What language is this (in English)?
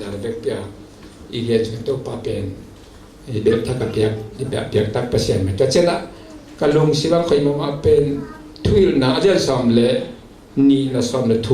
Tedim Chin